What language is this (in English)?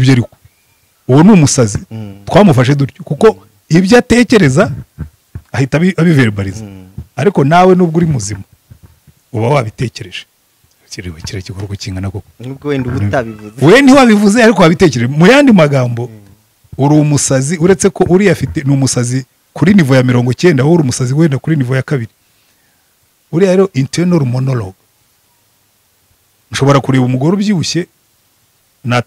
Kinyarwanda